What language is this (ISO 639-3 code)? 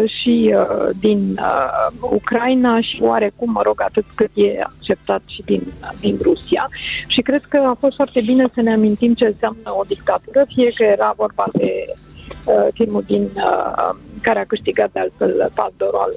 ron